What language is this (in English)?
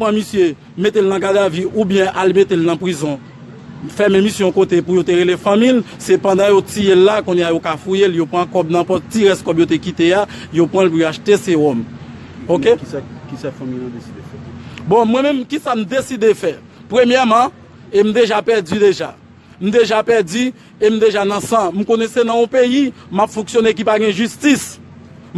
Haitian Creole